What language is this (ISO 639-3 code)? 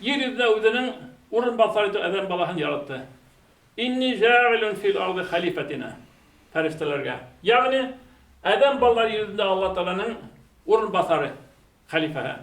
bak